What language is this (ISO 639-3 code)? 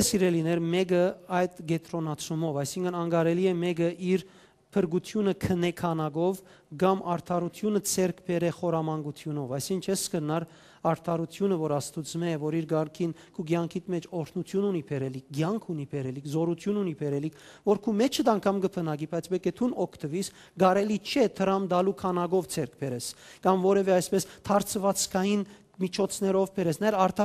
hyw